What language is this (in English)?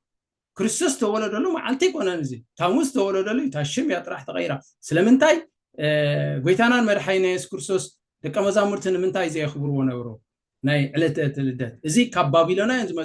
Tigrinya